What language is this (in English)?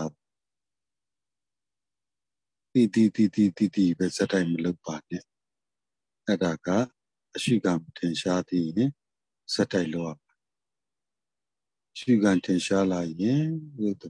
Burmese